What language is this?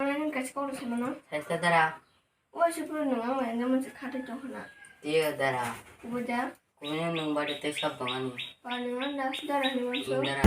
Kok Borok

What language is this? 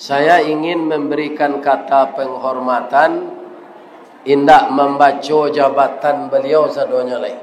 Minangkabau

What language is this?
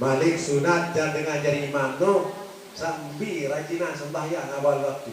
Sasak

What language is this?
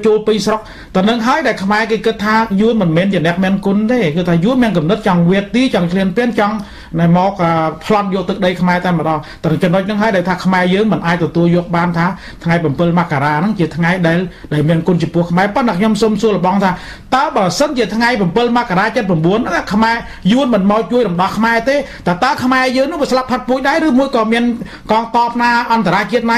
Khmer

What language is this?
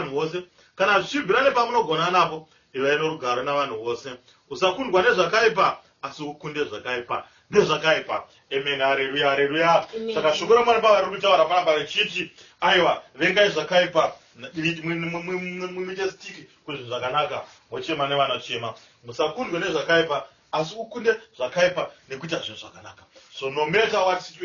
Shona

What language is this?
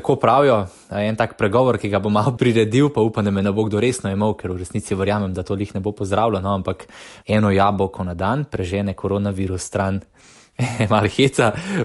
Slovenian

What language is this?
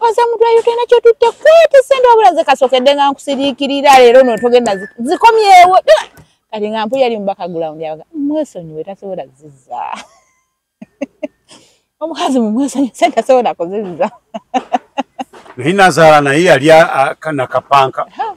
Ganda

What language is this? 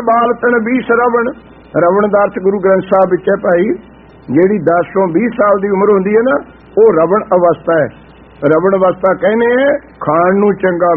Punjabi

